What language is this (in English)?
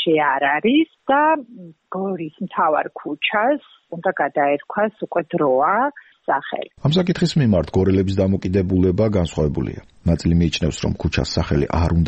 Georgian